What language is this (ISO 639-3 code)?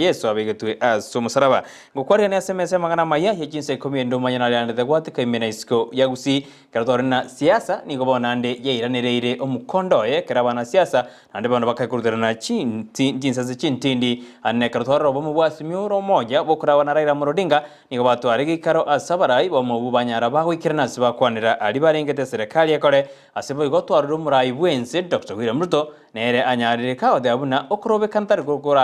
guz